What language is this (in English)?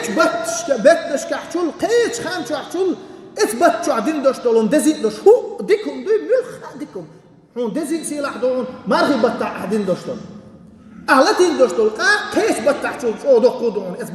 Chechen